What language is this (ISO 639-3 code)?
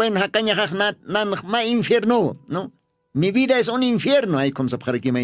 aym